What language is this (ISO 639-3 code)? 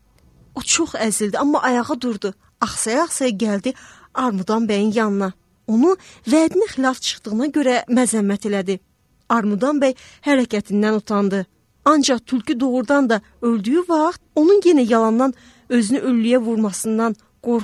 aze